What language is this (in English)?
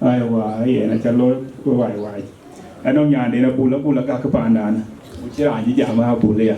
Dinka